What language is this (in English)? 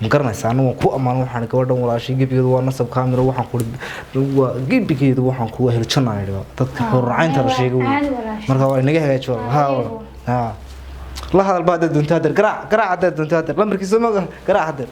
Somali